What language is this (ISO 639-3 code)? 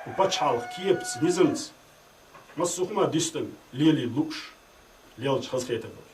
che